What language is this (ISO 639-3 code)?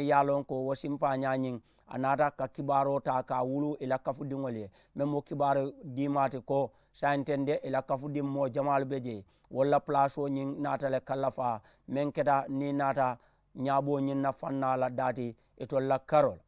man